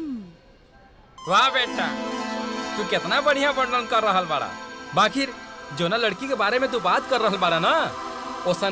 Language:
Bhojpuri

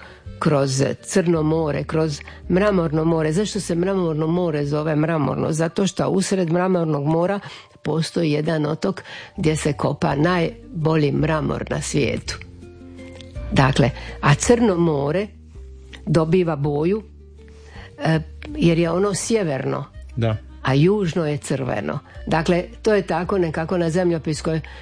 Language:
Croatian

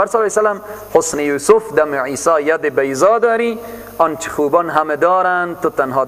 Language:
Persian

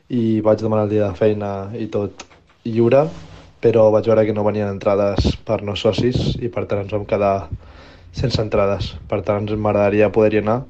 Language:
Catalan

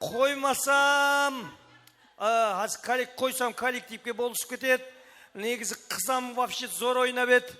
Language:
Kara-Kalpak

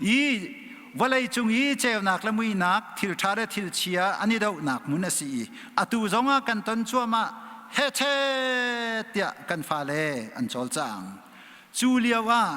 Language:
Hakha Chin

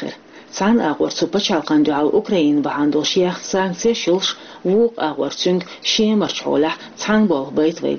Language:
Chechen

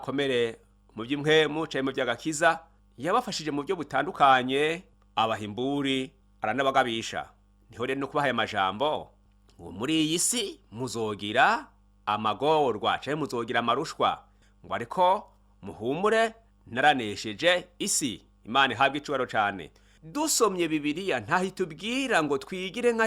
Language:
Rundi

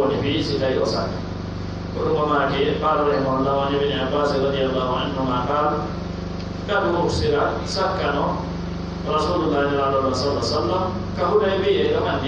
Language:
Pular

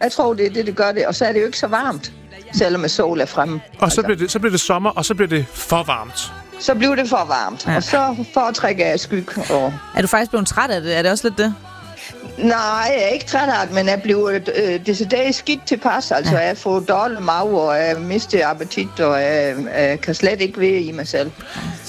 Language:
Danish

